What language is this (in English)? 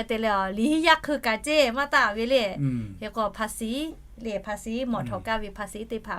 Lahu